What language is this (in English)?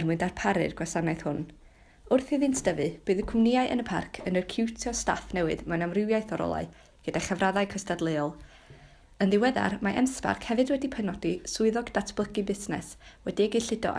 Welsh